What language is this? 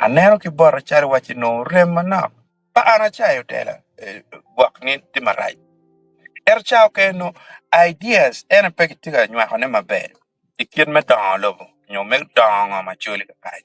Acoli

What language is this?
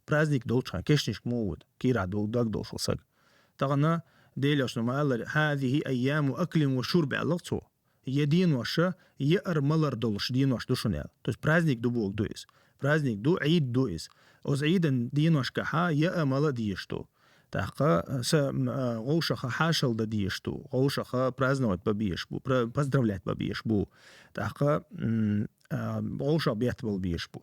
Chechen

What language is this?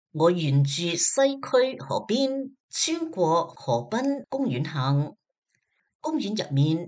Cantonese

